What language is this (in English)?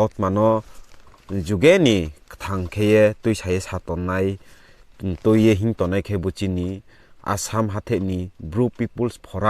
Riang (India)